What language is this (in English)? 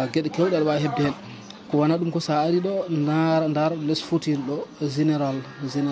Fula